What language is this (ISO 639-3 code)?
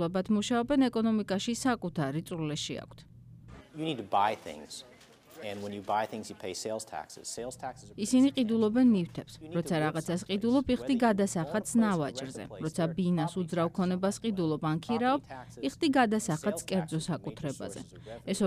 kat